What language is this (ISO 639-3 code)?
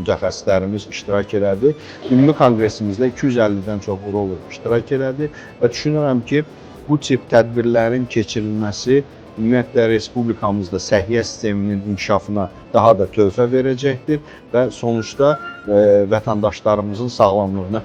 aze